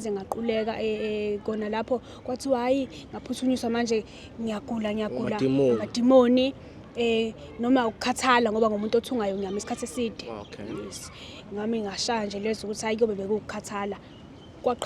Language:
Zulu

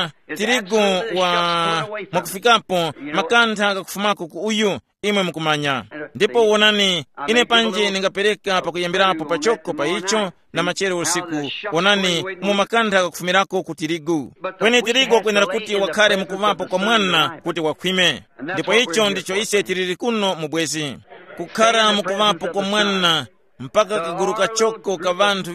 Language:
Tumbuka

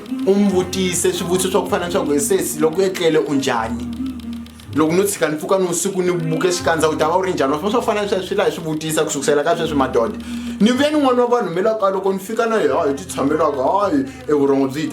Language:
Tsonga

